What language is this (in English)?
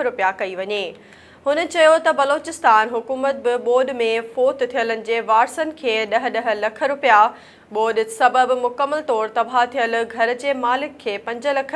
Sindhi